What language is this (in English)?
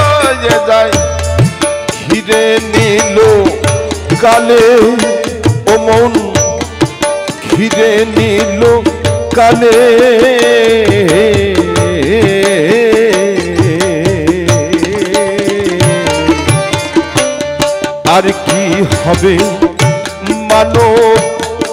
Bangla